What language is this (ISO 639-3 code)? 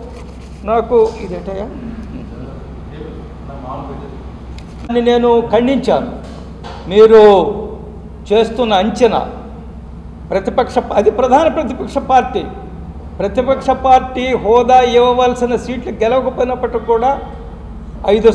tel